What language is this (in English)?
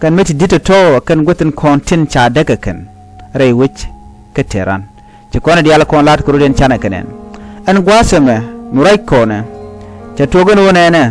Nuer